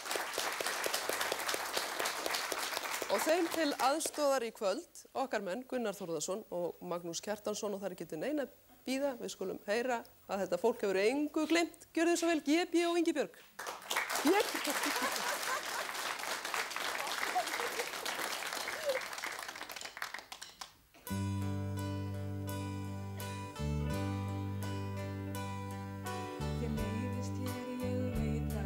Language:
Icelandic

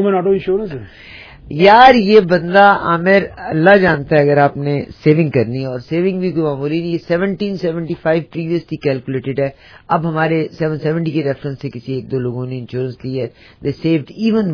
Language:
Urdu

